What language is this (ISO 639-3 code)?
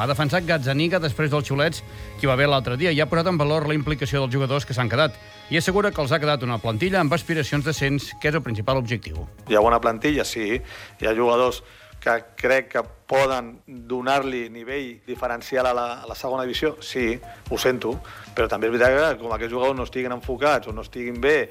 cat